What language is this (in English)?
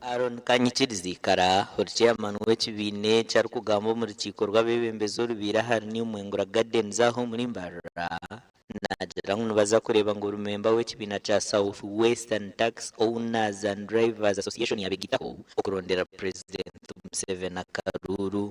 Nyankole